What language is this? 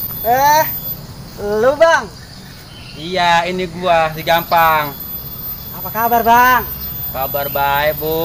Betawi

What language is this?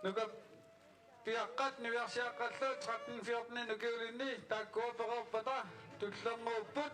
Kalaallisut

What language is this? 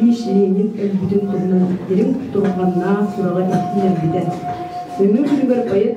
Yakut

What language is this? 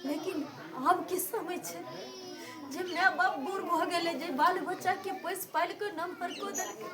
Maithili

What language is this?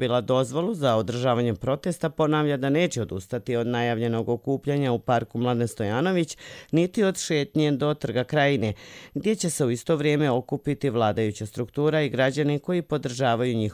Croatian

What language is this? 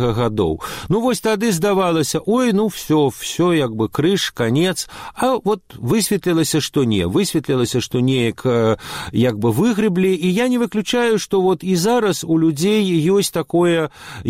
Belarusian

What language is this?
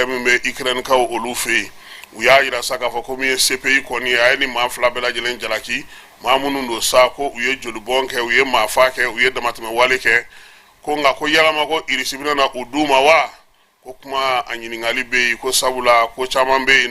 Bambara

